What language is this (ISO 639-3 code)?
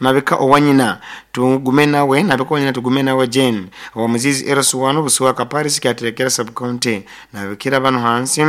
nyo